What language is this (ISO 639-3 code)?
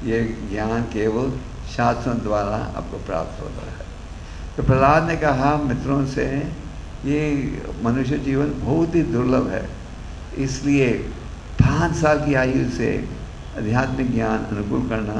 hin